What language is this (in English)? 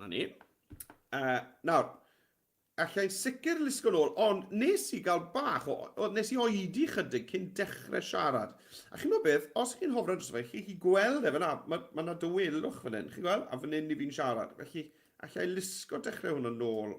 Welsh